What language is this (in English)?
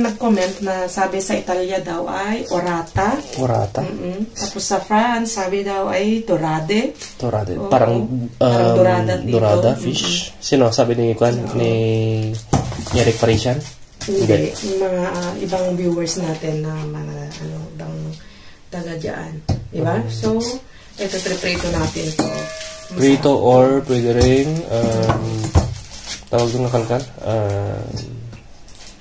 Filipino